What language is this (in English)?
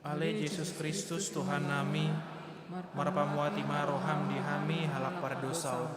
Batak Toba